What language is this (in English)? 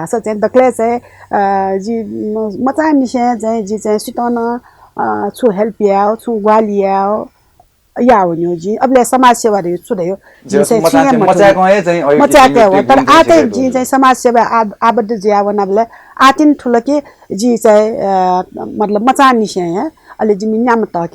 Newari